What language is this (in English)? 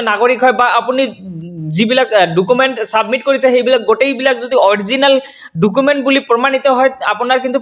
Assamese